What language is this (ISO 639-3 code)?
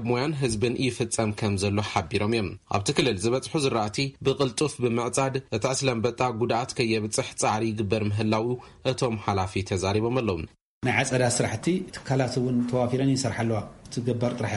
tir